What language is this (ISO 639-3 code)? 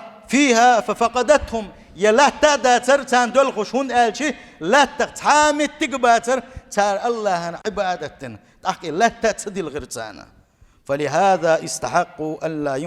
che